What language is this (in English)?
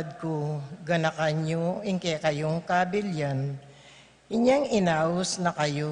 Pampanga